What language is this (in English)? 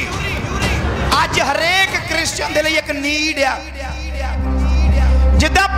Punjabi